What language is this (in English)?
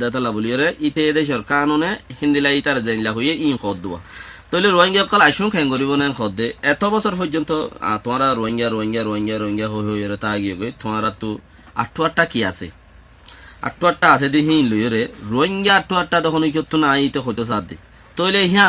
Rohingya